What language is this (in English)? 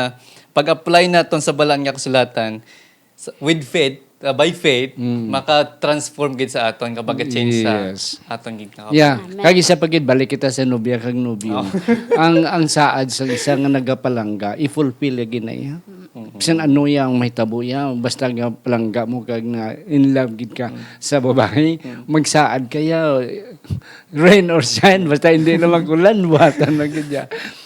Hiligaynon